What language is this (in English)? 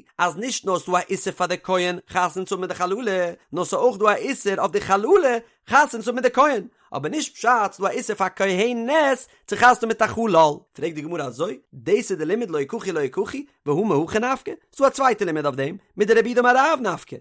Yiddish